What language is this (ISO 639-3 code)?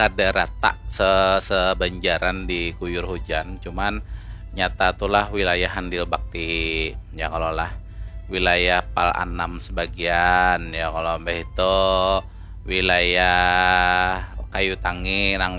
bjn